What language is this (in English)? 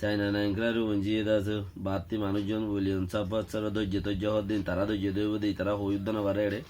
Rohingya